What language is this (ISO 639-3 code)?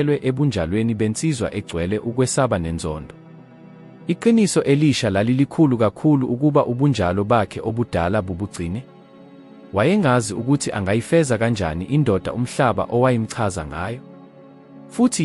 zul